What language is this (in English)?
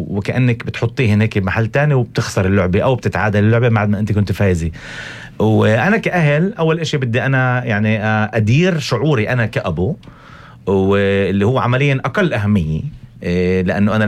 North Levantine Arabic